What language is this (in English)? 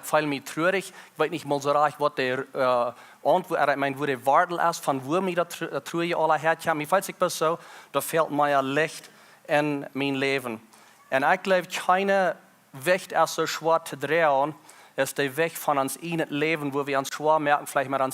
Plautdietsch